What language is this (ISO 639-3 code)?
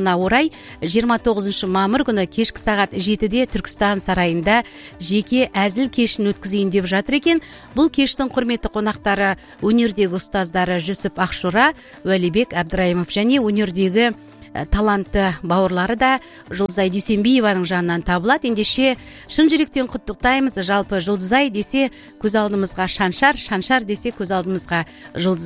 kaz